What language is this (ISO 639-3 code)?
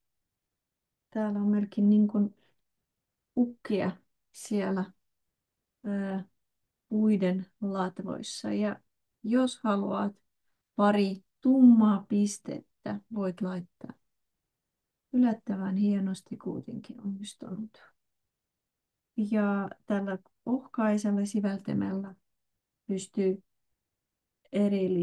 fin